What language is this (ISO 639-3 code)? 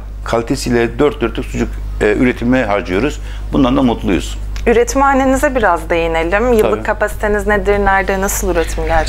tur